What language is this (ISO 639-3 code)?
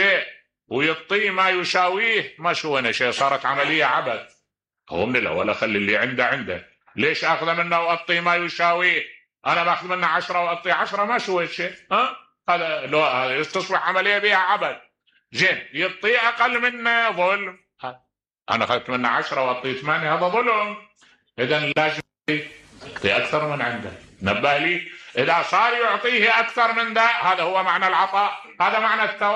acm